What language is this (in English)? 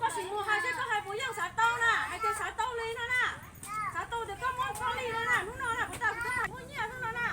Hmong